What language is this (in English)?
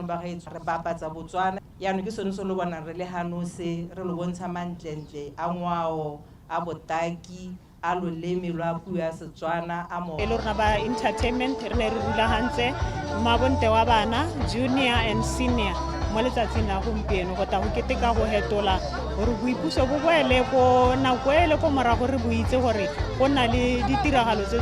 Tswana